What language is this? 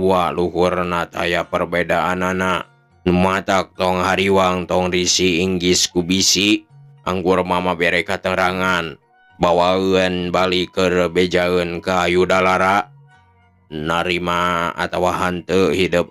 Sundanese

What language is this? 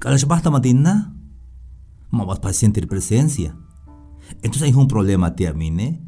Tzeltal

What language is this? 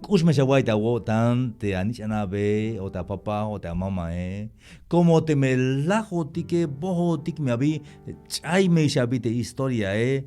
Tzeltal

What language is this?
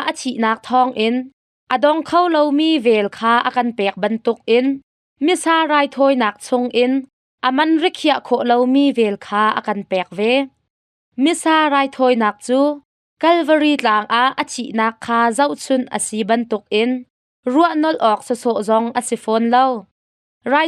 Hakha Chin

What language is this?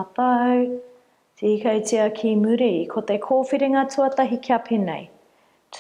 Māori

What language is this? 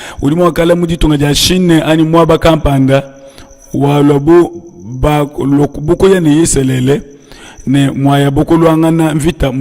Luba-Lulua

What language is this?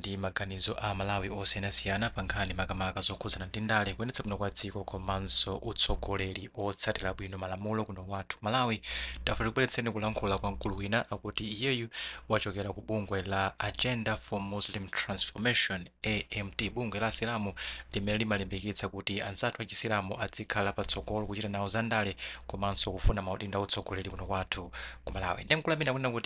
Nyanja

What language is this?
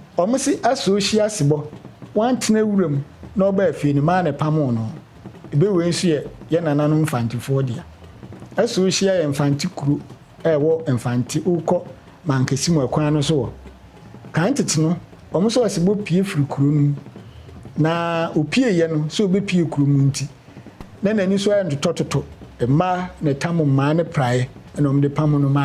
Akan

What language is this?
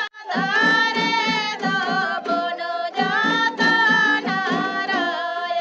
Santali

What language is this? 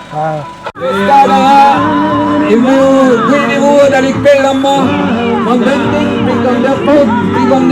Breton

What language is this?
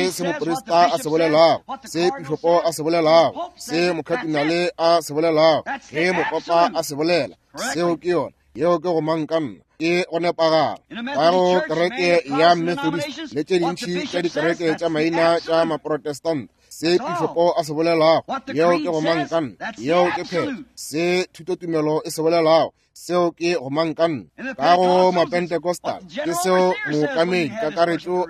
Northern Sotho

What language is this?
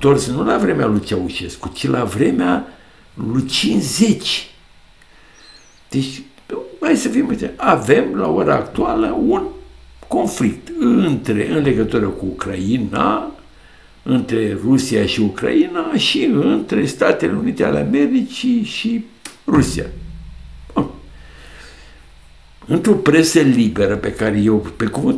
Romanian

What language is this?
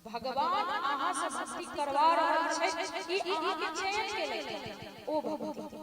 Maithili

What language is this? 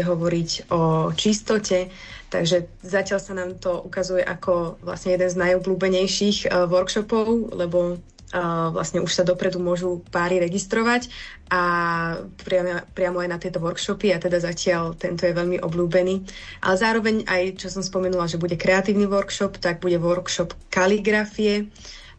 Slovak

